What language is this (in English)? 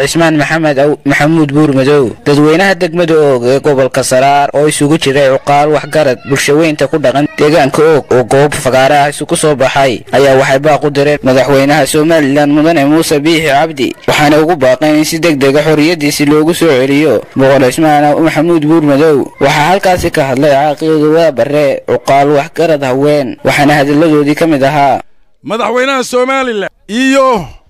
Somali